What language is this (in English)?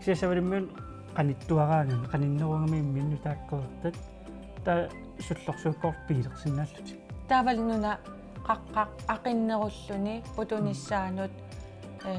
Kalaallisut